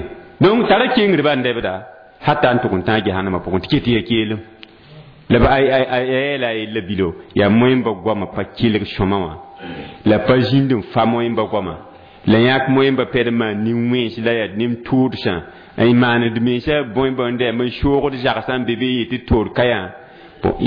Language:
Mossi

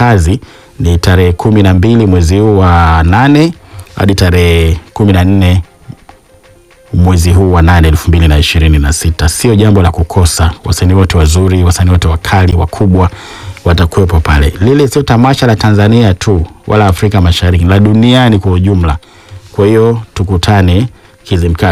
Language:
Swahili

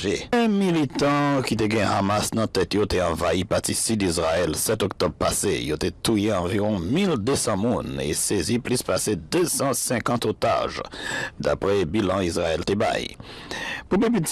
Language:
Haitian Creole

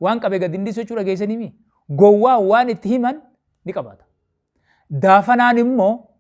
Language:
Oromo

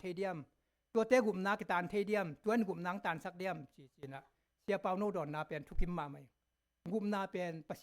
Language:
Tedim Chin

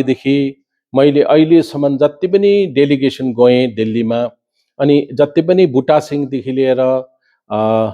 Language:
Nepali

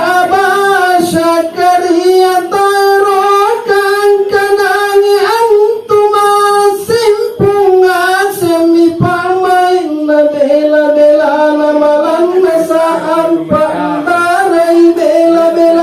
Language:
Makasar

